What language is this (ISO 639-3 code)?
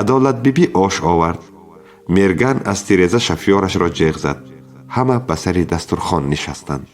tgk